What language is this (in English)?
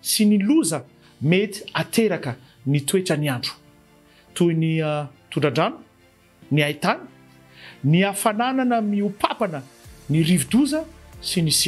Malagasy